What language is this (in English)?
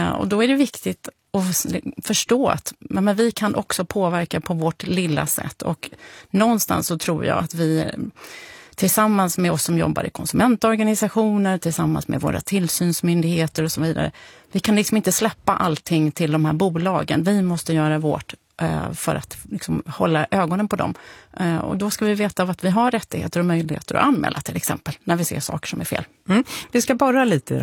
Swedish